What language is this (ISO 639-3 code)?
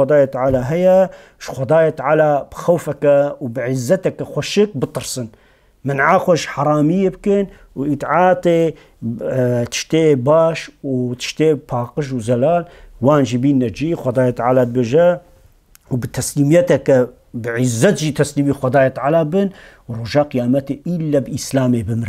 kur